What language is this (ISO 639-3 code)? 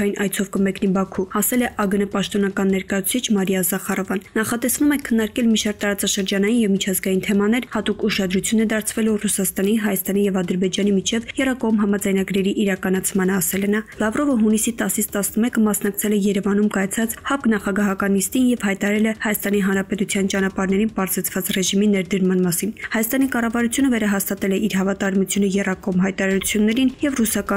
hye